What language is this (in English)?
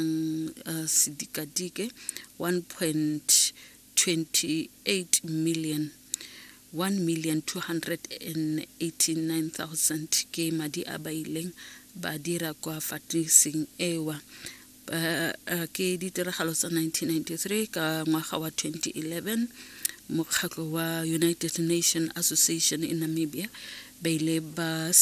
Tswana